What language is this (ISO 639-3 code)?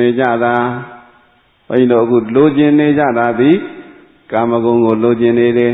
mya